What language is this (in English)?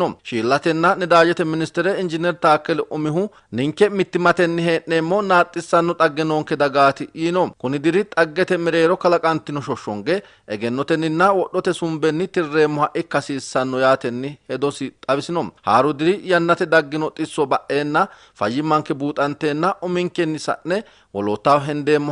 Sidamo